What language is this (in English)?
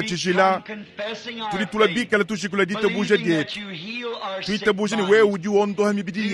Luba-Lulua